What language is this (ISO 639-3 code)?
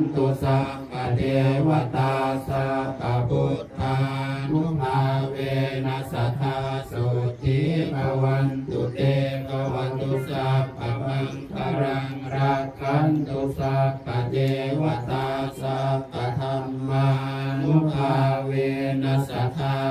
pli